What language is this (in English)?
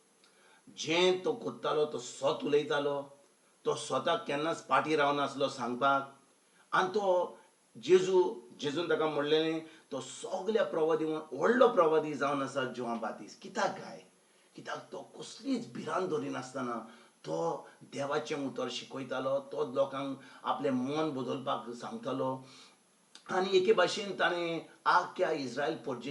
Konkani